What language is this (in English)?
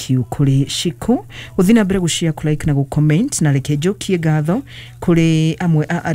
Kikuyu